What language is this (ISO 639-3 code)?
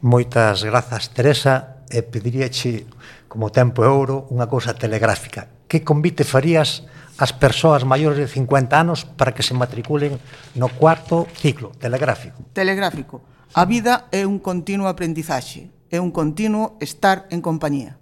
glg